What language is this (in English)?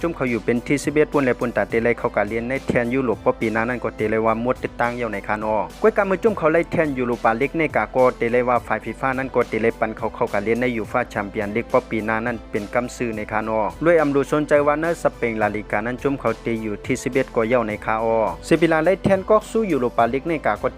Shan